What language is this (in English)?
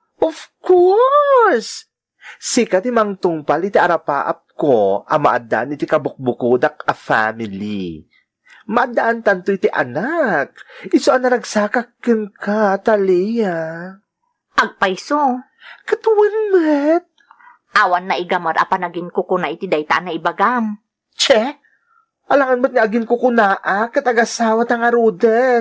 Iloko